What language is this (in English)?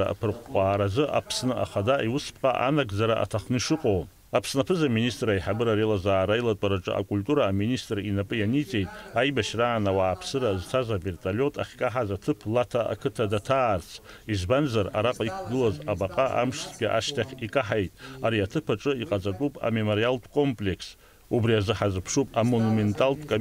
Abkhazian